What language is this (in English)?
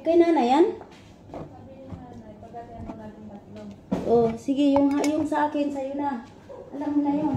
Cebuano